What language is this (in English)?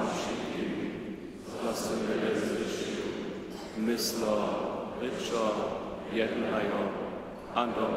Upper Sorbian